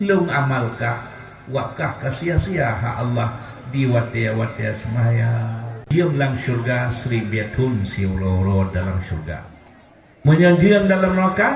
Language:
Achinese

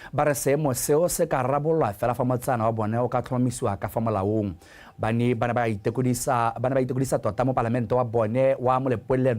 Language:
Tswana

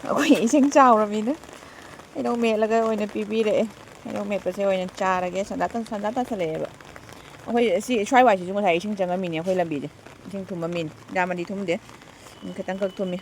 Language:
Manipuri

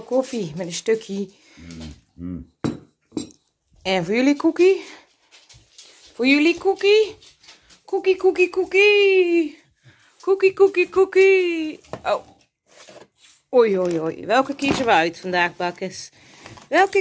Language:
Dutch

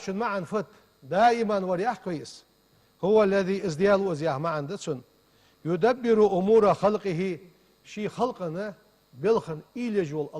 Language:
Ingush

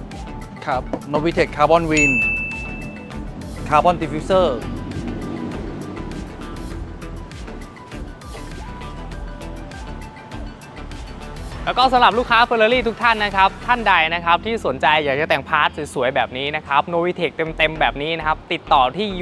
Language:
Thai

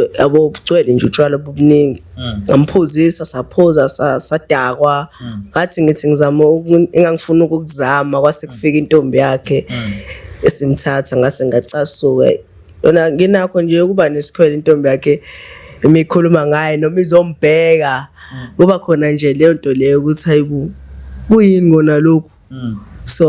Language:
Zulu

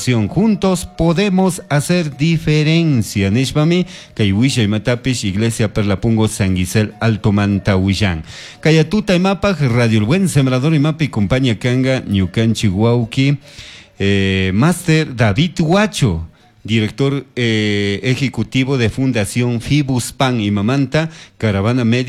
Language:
Chimborazo Highland Quichua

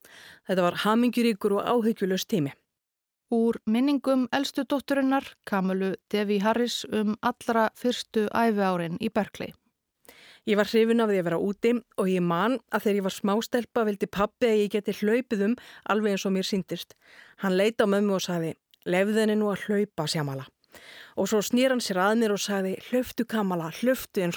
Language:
Icelandic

